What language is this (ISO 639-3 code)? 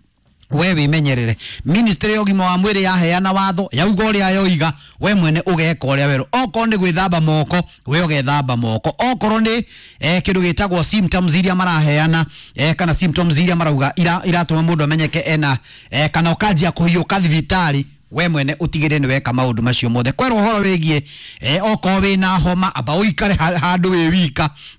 kik